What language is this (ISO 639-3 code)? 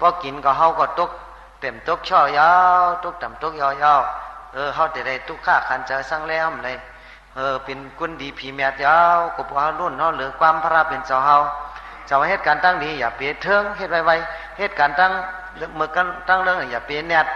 shn